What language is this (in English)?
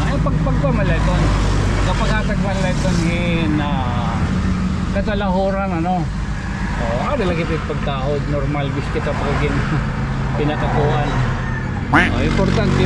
Waray